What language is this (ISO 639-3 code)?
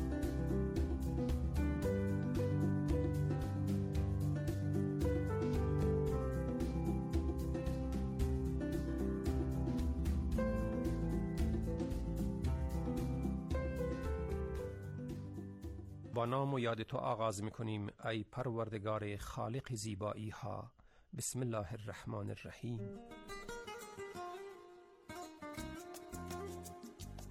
fas